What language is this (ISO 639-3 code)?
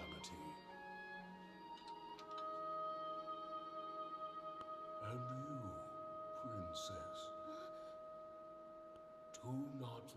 eng